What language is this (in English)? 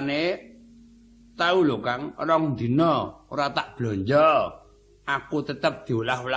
Javanese